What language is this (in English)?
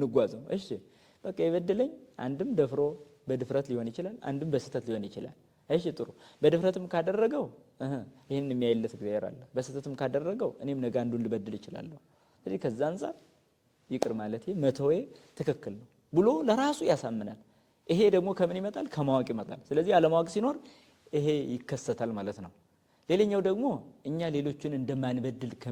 Amharic